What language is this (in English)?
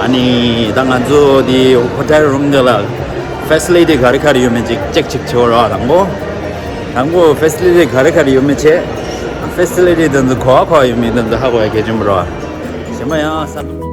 Tibetan